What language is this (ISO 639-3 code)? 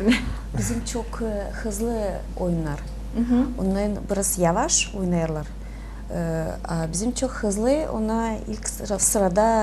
gag